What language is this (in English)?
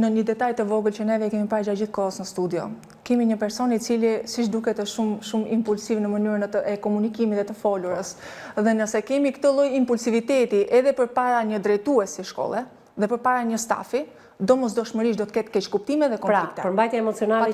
Albanian